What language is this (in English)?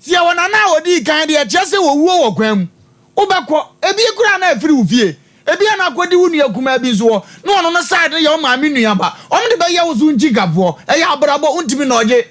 Akan